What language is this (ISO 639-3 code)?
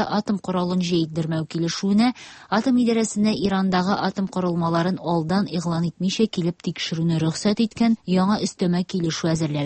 tat